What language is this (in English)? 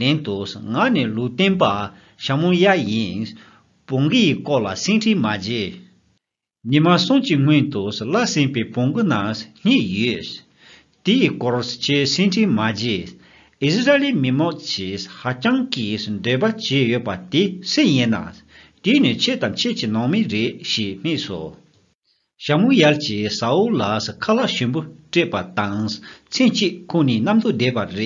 Tibetan